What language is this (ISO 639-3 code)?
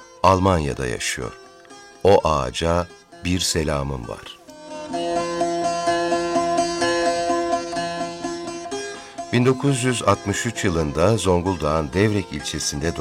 tur